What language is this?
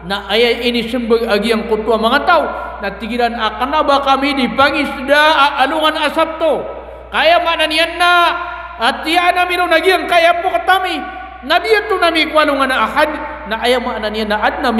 Maranao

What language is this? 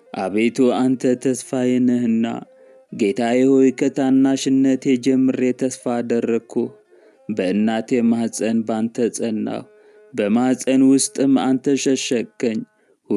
Amharic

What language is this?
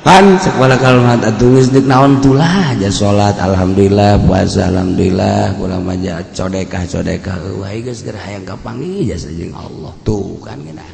Sundanese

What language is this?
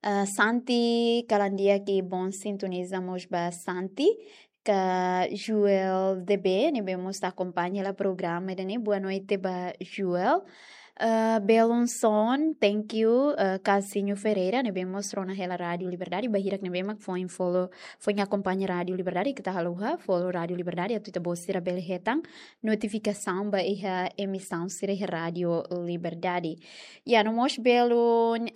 Tetum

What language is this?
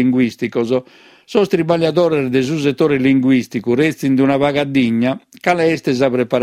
Sardinian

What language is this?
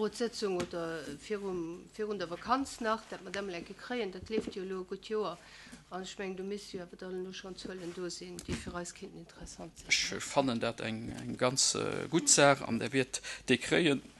Luxembourgish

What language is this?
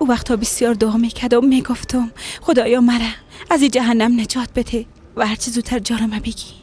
Persian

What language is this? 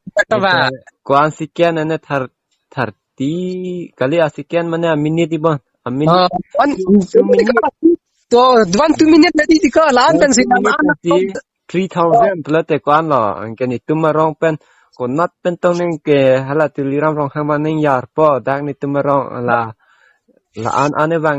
Karbi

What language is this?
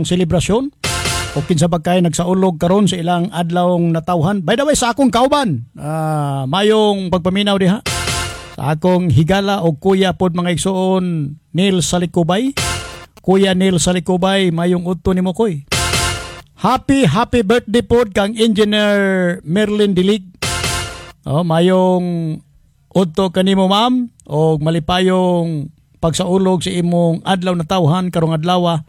Cebuano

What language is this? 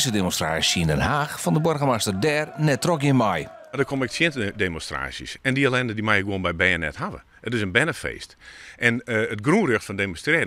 Western Frisian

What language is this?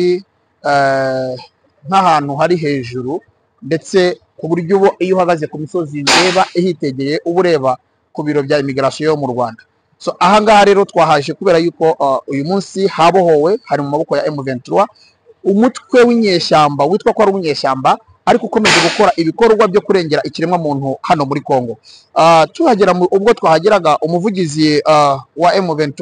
Kinyarwanda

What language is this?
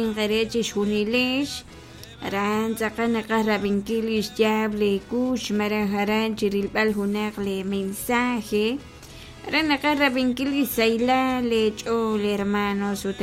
Kekchí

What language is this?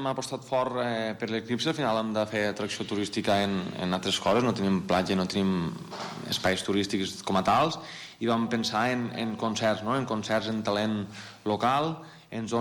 Catalan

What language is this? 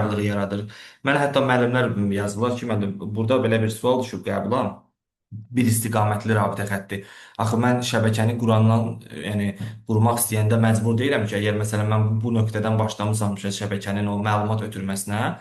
Azerbaijani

